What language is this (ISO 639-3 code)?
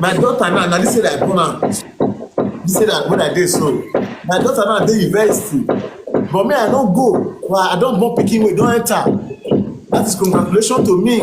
pcm